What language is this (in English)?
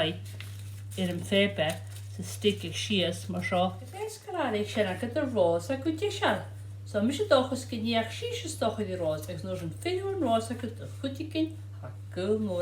Scottish Gaelic